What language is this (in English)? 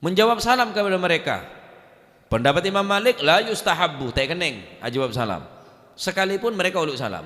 Madurese